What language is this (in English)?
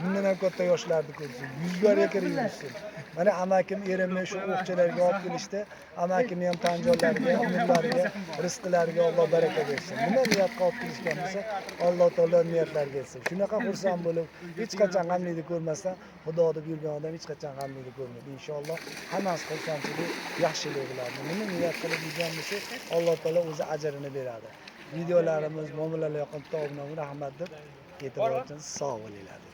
Uzbek